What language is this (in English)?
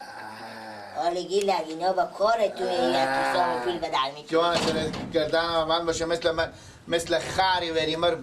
Persian